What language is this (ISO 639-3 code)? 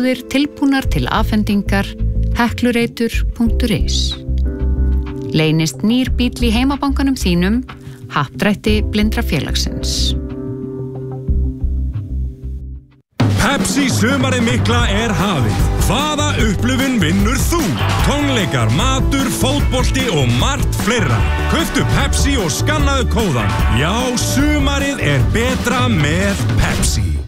isl